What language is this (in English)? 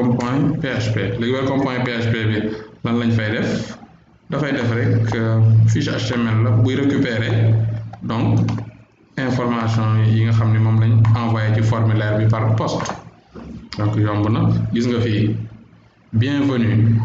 Wolof